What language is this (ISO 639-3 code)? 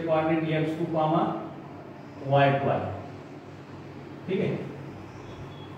mar